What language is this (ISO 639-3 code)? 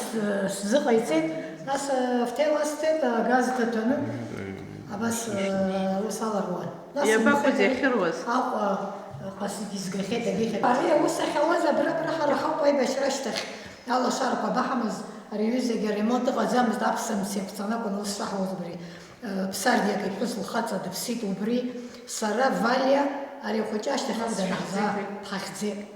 abk